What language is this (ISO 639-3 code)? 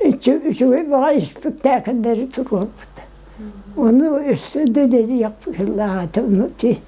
sah